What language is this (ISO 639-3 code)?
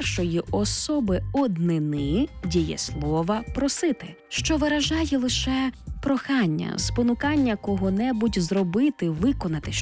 ukr